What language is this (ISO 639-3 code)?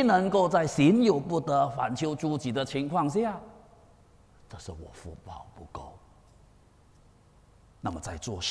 zho